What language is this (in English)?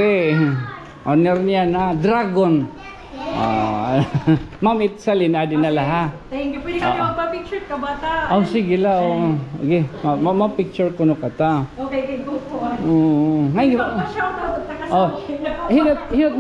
Waray